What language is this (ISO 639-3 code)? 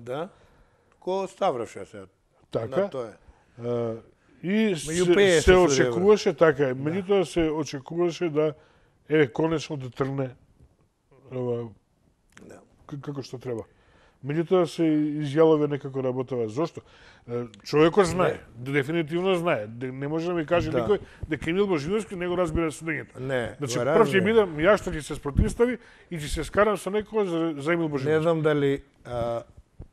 mkd